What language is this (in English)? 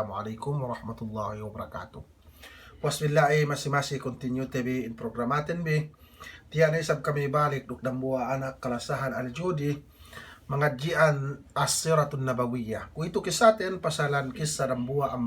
Yakan